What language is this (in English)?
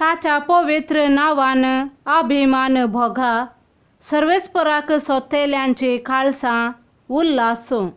Konkani